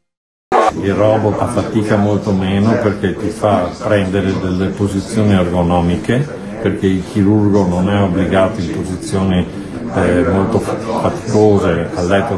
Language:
Italian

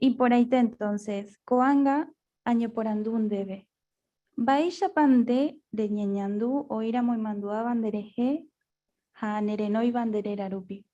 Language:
Guarani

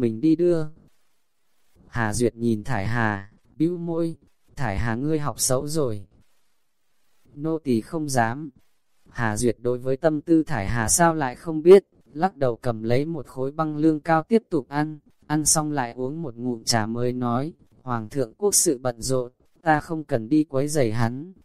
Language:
Vietnamese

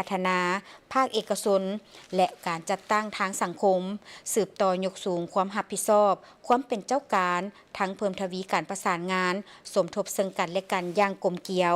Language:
Lao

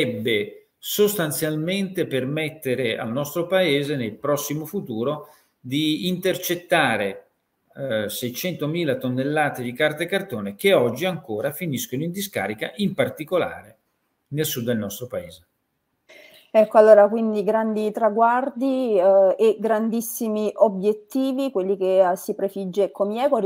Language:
Italian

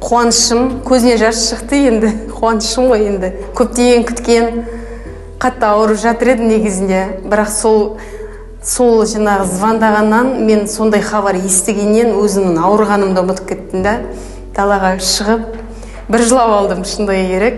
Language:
Kazakh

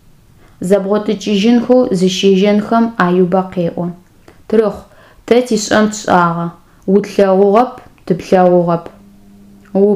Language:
Adyghe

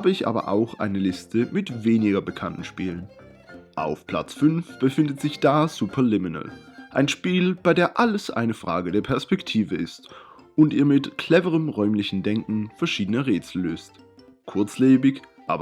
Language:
Swiss German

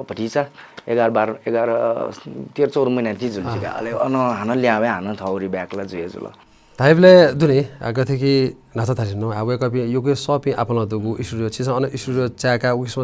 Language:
Newari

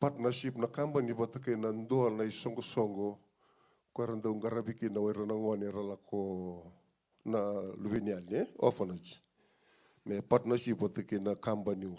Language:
Fijian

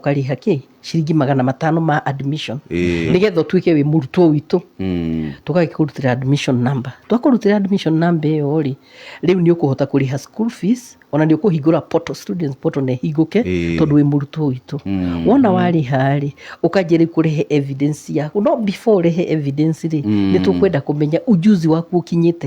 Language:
Kikuyu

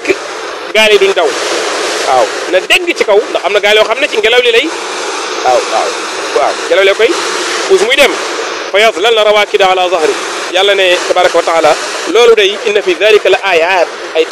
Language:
Wolof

